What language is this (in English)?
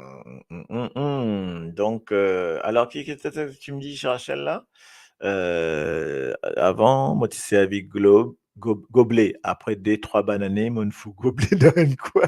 Morisyen